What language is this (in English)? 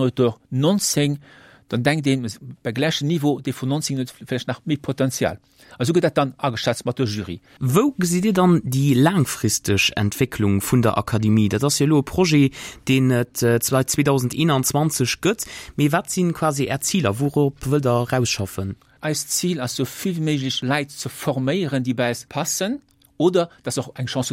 Luxembourgish